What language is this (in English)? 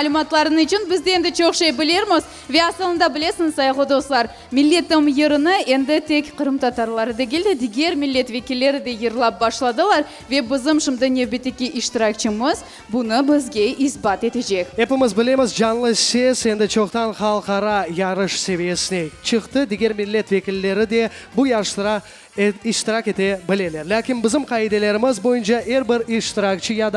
Crimean Tatar